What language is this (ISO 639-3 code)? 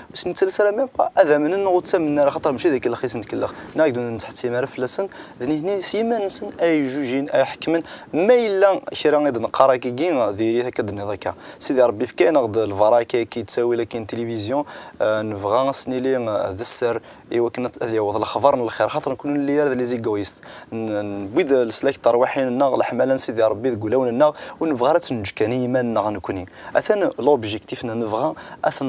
kab